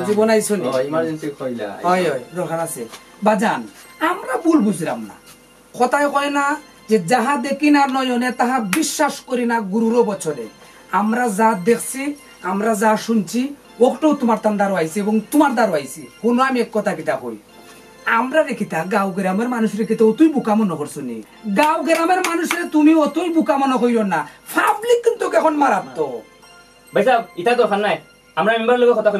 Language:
Sylheti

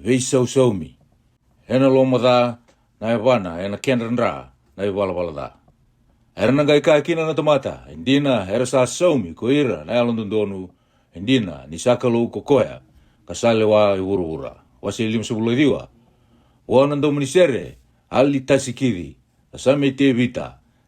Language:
Fijian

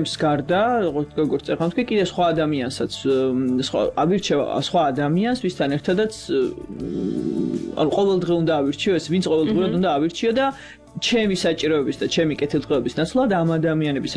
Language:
Georgian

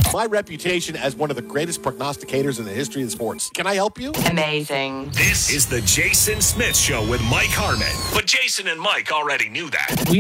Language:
English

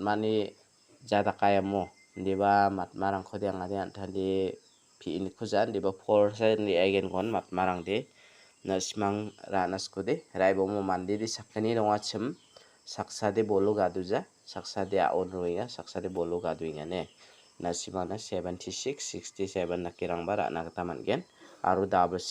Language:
Garo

